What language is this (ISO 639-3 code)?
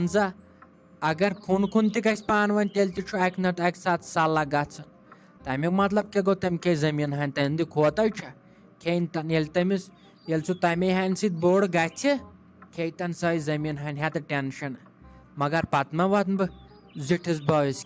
kas